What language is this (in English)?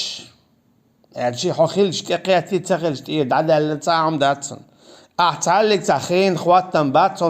Chechen